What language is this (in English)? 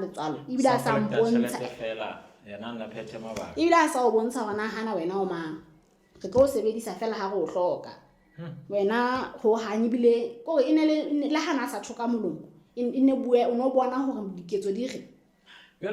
Southern Sotho